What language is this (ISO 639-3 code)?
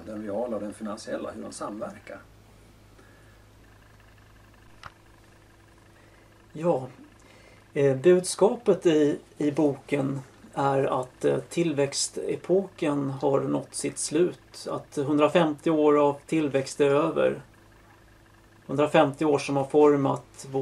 swe